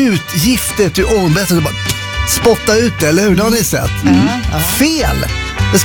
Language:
Swedish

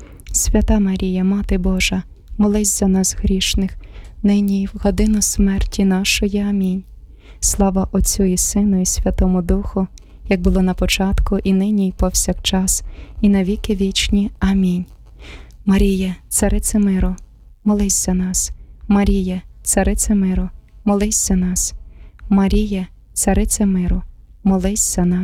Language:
Ukrainian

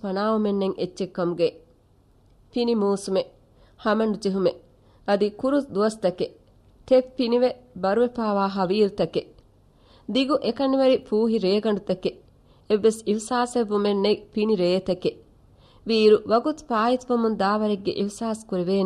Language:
Divehi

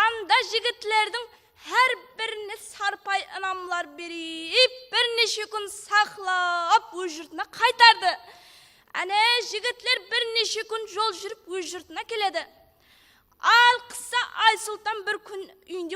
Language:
Kara-Kalpak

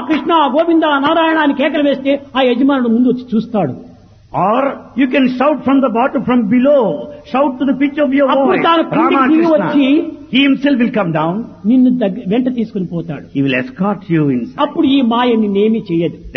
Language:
Telugu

